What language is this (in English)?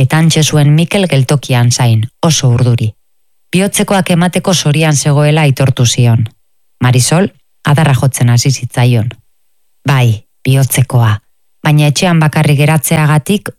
Basque